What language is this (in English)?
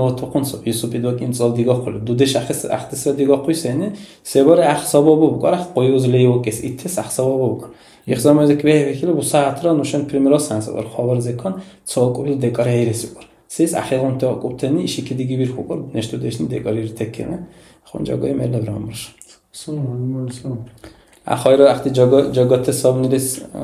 Dargwa